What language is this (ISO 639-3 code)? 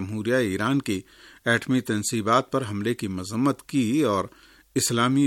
urd